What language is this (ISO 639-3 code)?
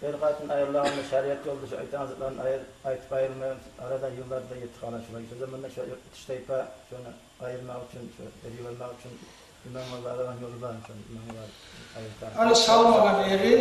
kum